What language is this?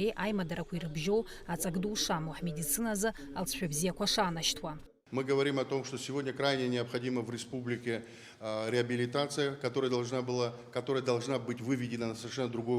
Abkhazian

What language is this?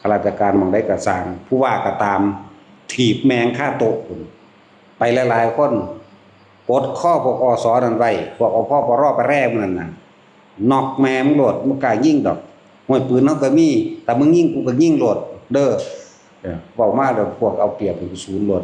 Northeastern Thai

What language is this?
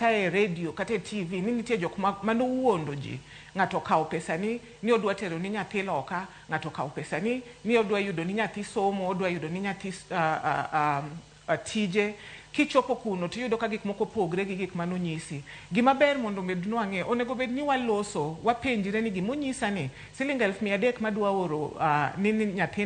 Luo (Kenya and Tanzania)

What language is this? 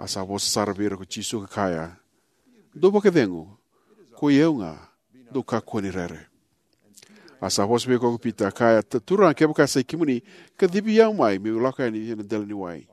Fijian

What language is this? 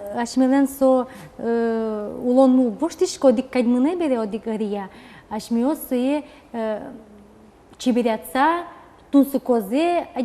Udmurt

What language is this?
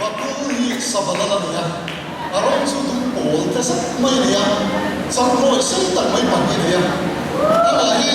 Mizo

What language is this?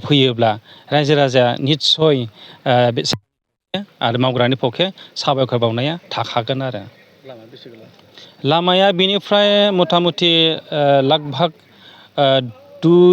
Bodo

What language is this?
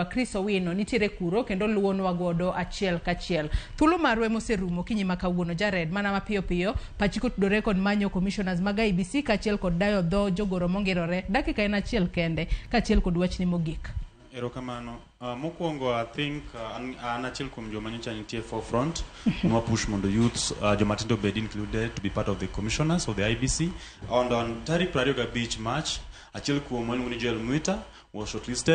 Luo (Kenya and Tanzania)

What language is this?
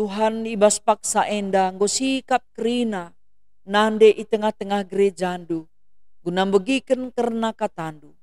Batak Karo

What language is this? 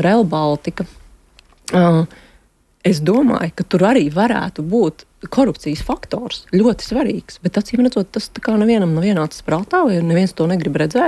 Latvian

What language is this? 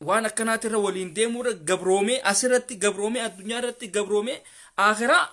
Oromo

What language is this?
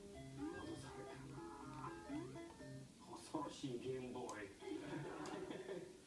Japanese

